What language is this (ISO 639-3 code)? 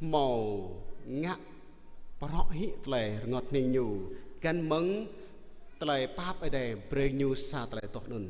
jra